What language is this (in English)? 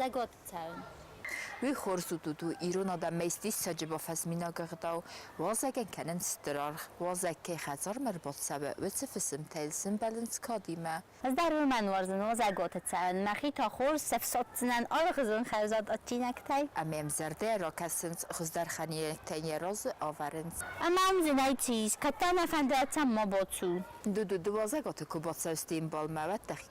Ossetic